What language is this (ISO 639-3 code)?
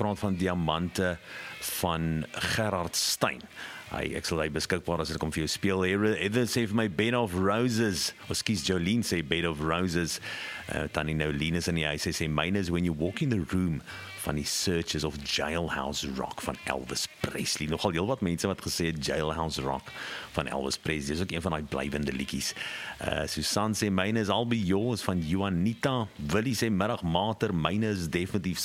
afr